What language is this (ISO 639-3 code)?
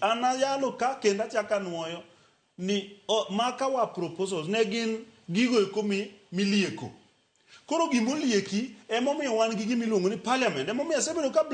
luo